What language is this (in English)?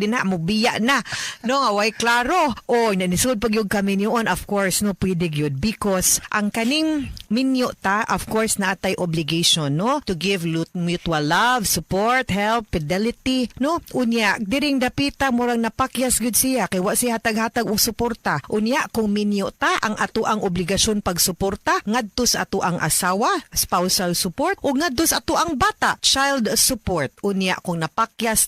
Cebuano